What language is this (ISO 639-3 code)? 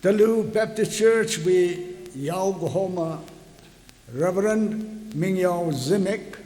nmf